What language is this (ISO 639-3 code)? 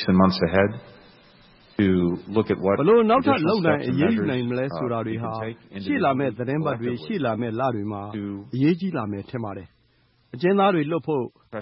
mya